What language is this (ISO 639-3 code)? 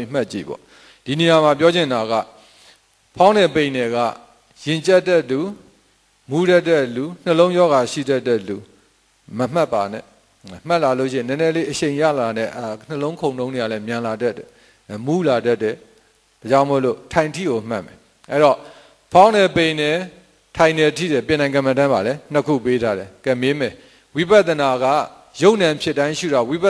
mya